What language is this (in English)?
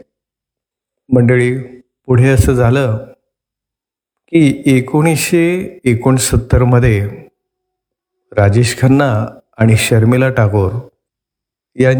Marathi